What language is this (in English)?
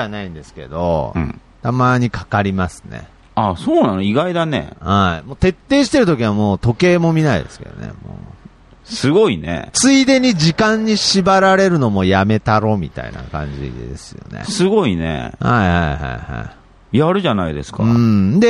Japanese